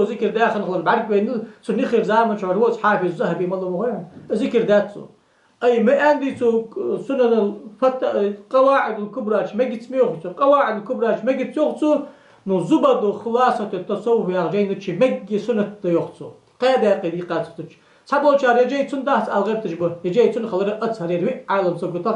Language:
Ingush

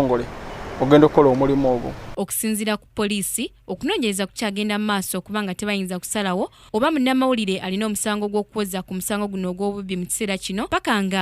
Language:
Ganda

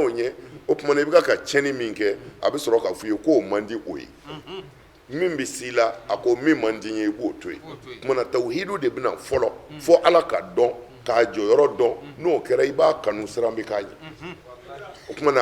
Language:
Bambara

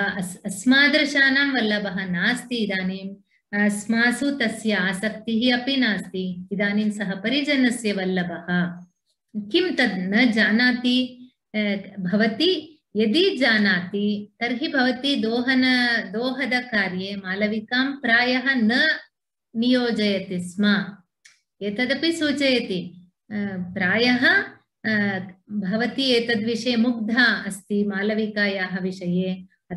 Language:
Sanskrit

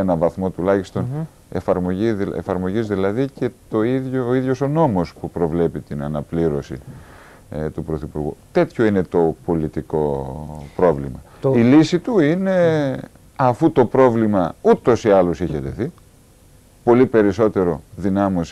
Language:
Greek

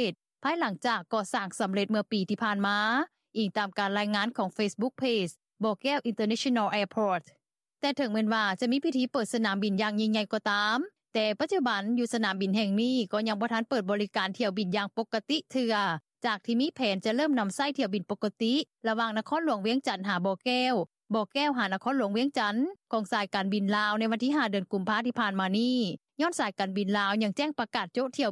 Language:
Lao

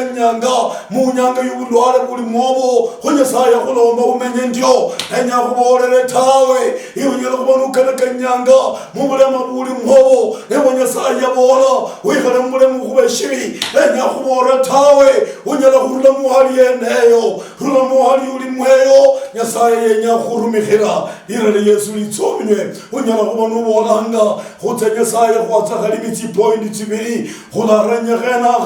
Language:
Luyia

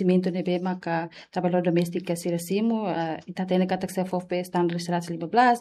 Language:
Tetum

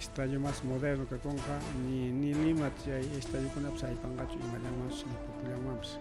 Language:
Ayacucho Quechua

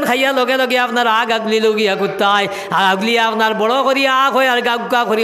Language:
Sylheti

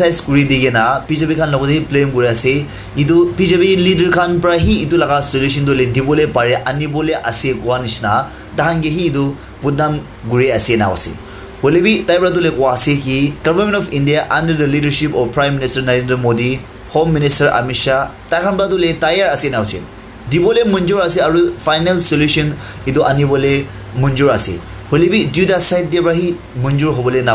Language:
Naga Pidgin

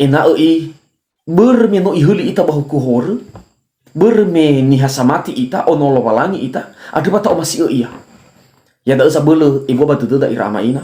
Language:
Nias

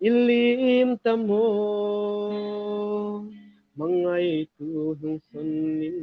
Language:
Hmar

